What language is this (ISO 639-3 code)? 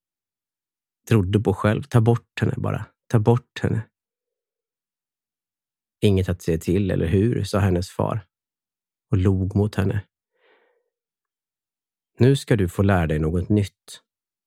swe